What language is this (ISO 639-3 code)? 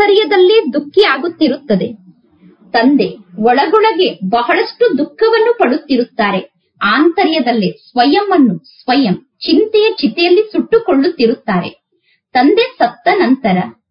kan